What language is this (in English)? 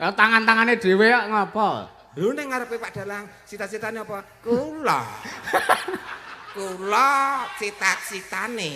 Javanese